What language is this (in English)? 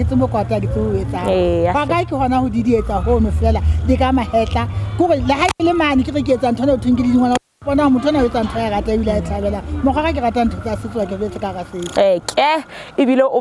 Southern Sotho